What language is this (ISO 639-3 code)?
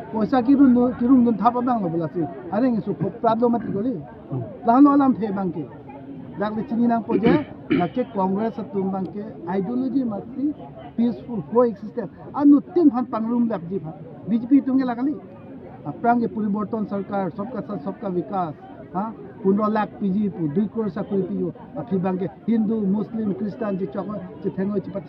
mjw